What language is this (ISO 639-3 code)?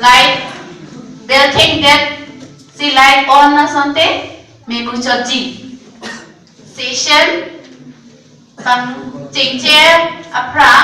mjw